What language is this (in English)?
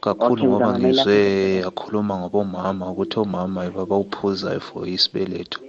South Ndebele